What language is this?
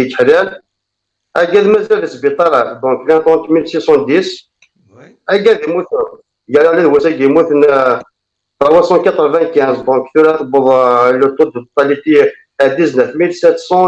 Kabyle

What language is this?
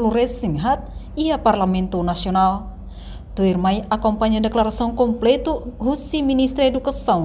Tetum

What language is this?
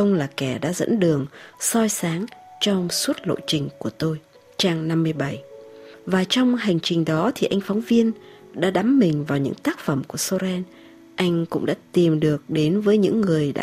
Vietnamese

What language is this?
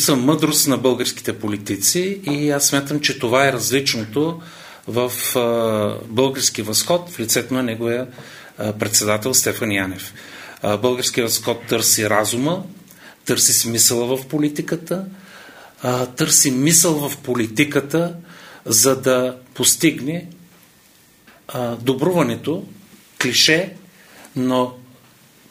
Bulgarian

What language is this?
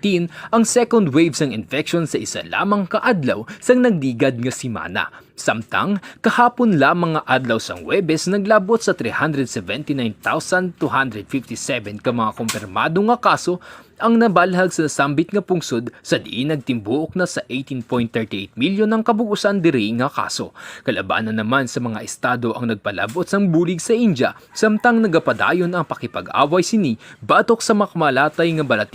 Hiligaynon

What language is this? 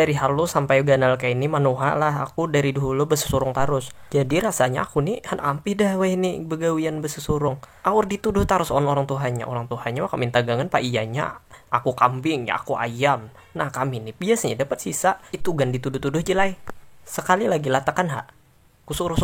Banjar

